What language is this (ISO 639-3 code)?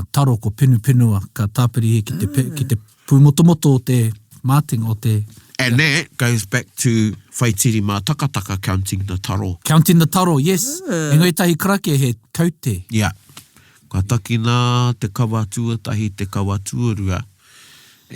mri